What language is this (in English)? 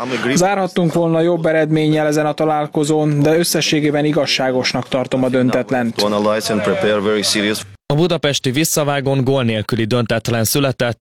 Hungarian